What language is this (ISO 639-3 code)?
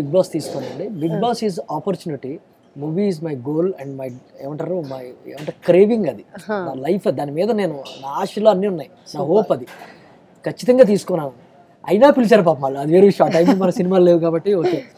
tel